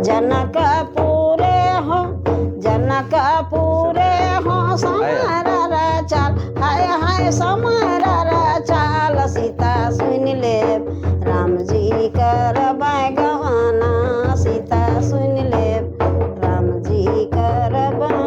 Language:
Sadri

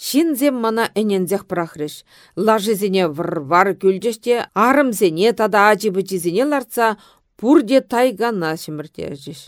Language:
Chuvash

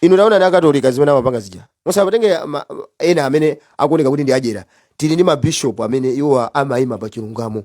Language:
Nyanja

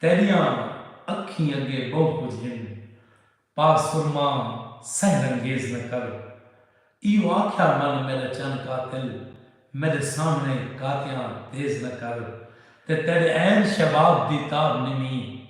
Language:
Saraiki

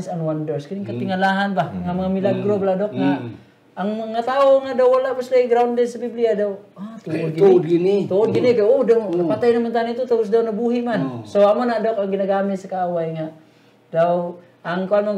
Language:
Hiligaynon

